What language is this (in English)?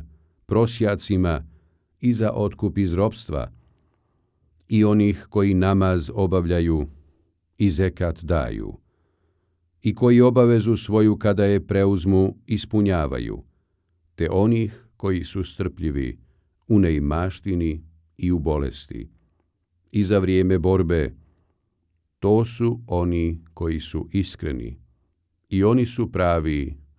Bosnian